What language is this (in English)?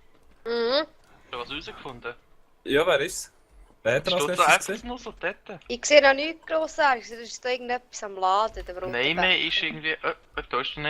Swiss German